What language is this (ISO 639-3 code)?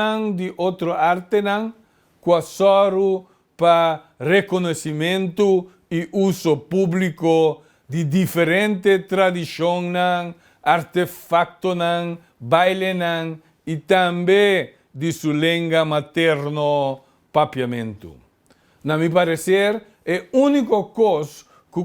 pap